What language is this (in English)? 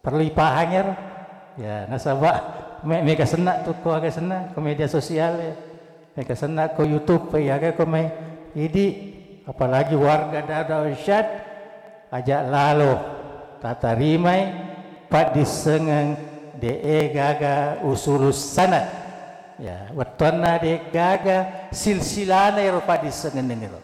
Buginese